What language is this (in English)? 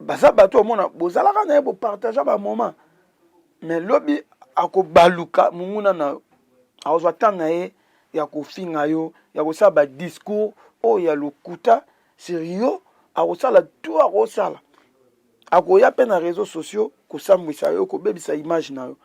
Lingala